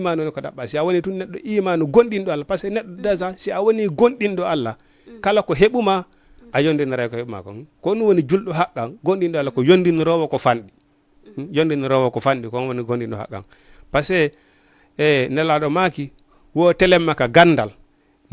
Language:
Fula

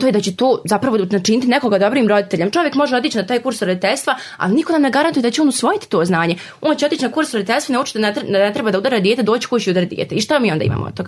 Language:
Serbian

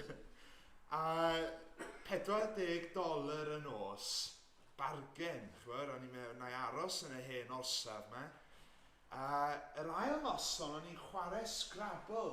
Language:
Welsh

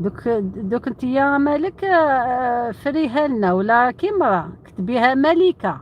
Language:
Algerian Arabic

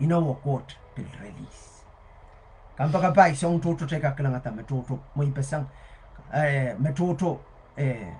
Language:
Pohnpeian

